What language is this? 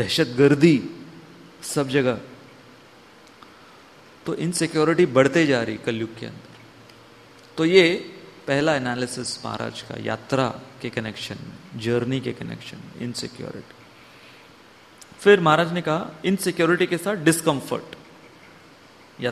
Hindi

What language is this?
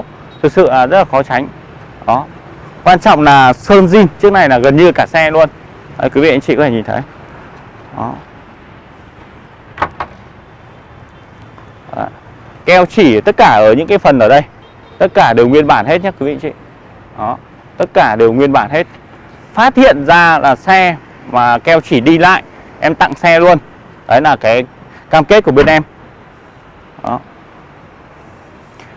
Vietnamese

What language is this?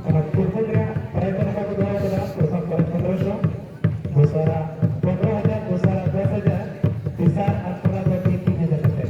Santali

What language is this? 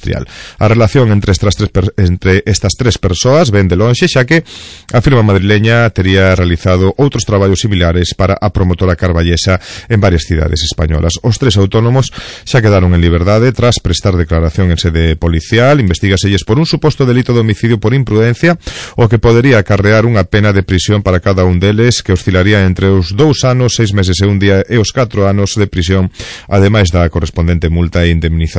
Galician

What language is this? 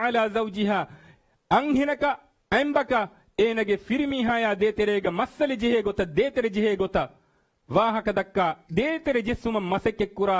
Divehi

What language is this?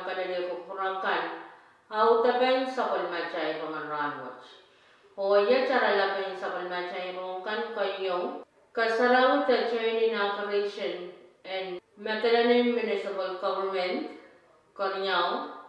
Pohnpeian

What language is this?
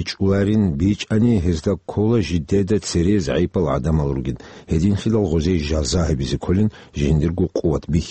Avaric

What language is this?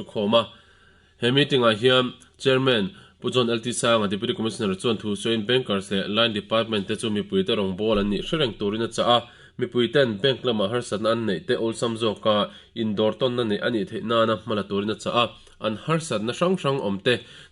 Mizo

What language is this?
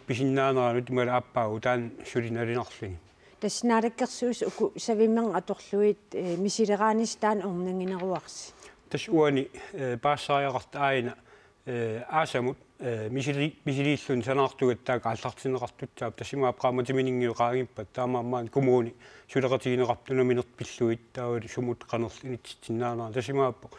Kalaallisut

